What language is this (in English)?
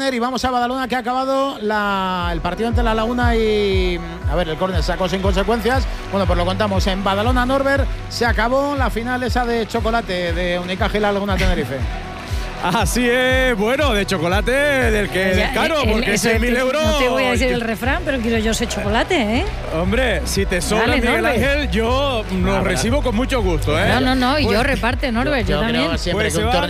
Spanish